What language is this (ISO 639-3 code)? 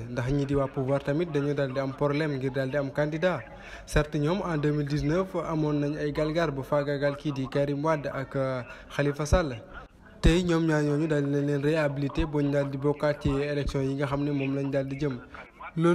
wol